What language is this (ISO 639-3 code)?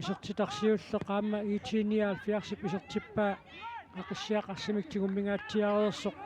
kal